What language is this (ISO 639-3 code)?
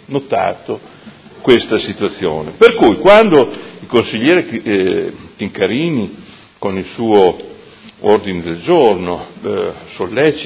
ita